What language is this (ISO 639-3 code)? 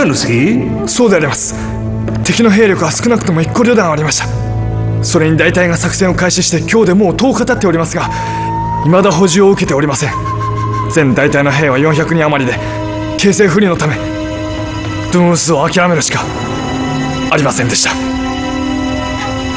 jpn